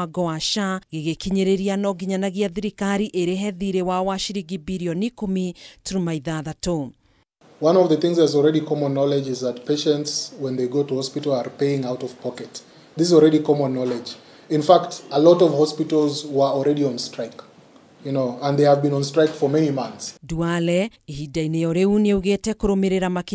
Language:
Kikuyu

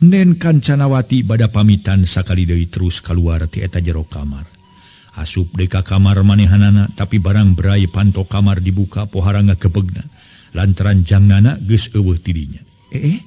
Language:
Sundanese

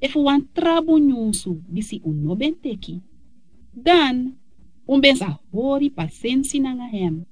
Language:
Sranan Tongo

